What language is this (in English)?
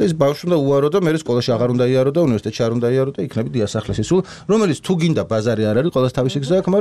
Georgian